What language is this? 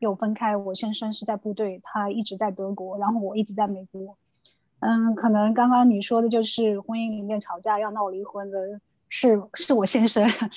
Chinese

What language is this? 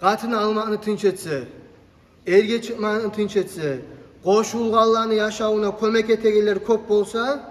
Kumyk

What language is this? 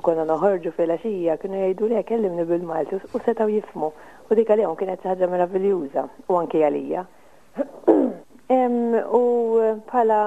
Maltese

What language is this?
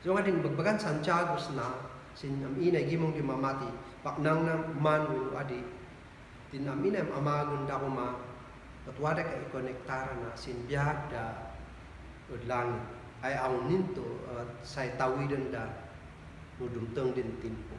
Kankanaey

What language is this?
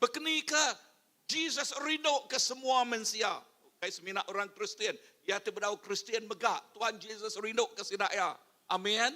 Iban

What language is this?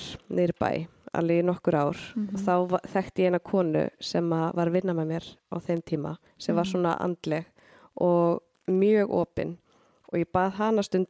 Icelandic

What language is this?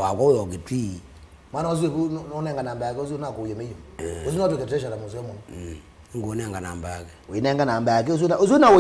Kamba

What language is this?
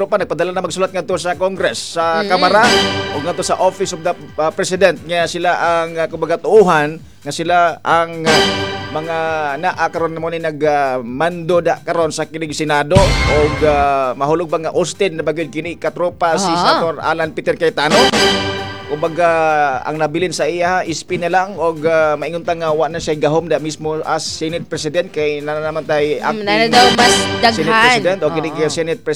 Cebuano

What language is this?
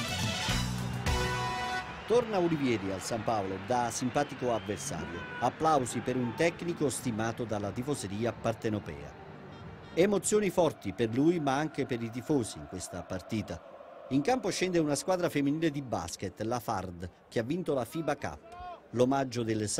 Italian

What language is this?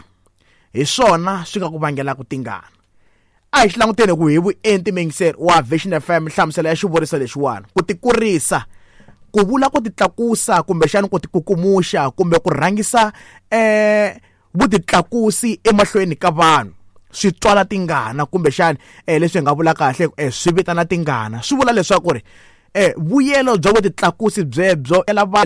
Tsonga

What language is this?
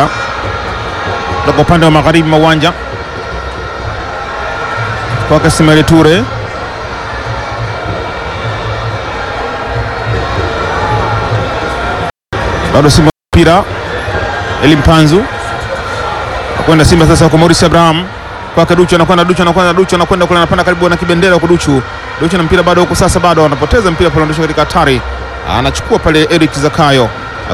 Swahili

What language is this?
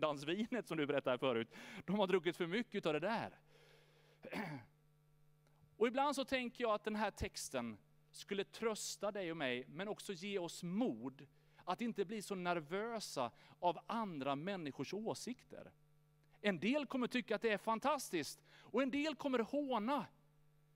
Swedish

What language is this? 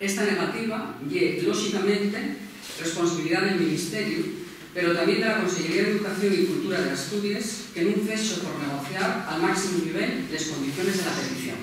Asturian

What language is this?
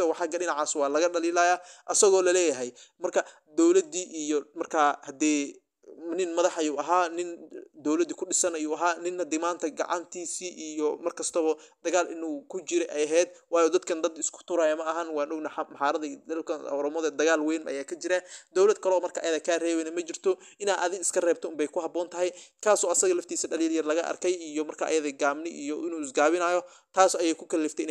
Somali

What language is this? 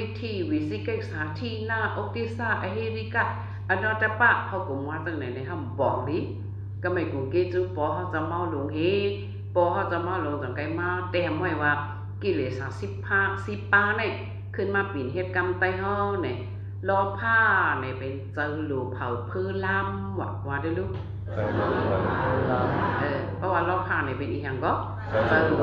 Shan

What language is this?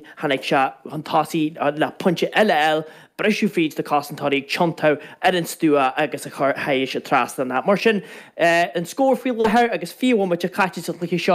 Irish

